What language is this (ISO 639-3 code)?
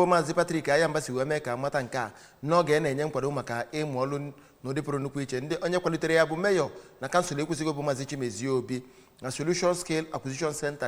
ibo